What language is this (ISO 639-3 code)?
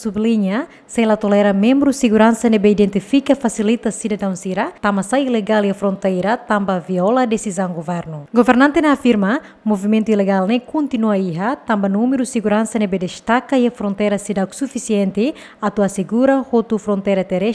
tet